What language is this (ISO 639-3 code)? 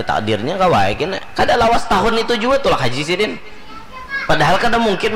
bjn